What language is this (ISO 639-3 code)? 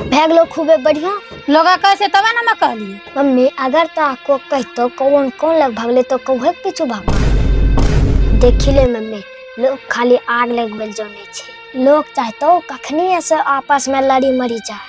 anp